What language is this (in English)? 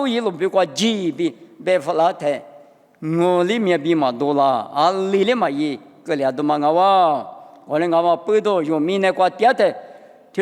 Lisu